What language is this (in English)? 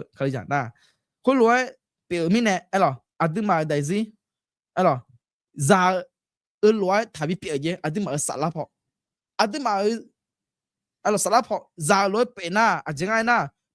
Akha